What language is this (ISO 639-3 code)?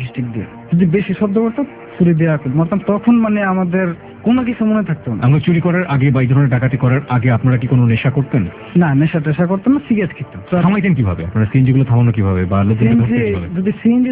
ben